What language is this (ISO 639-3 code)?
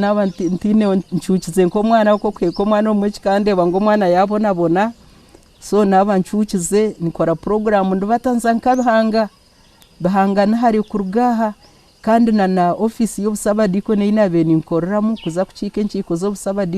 nyn